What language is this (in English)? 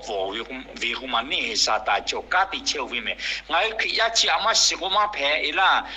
Lahu